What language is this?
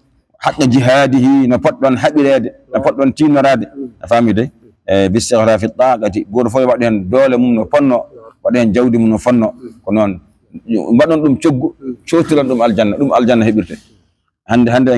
Fula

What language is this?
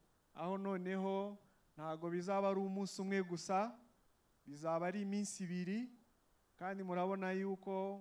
Kinyarwanda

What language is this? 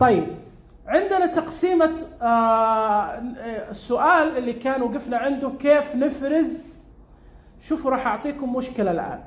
Najdi Arabic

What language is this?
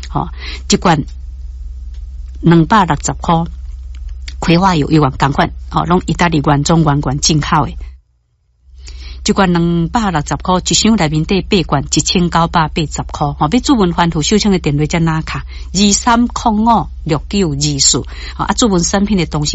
Min Nan Chinese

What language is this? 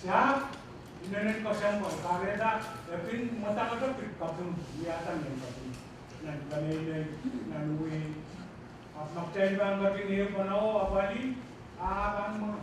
Pohnpeian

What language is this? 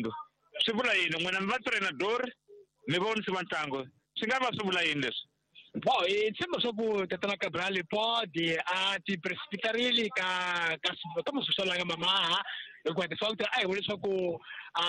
Tsonga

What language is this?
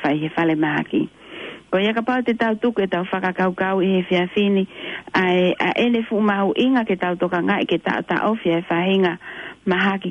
Tongan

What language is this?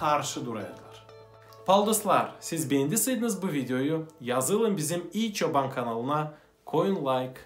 Gagauz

